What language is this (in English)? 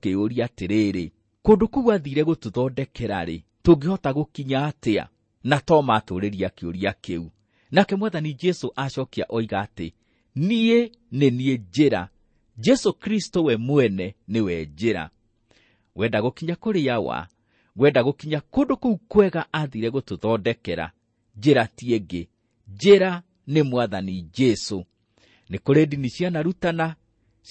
Kikuyu